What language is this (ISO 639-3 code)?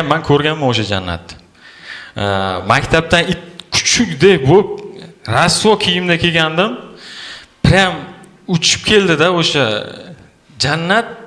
uzb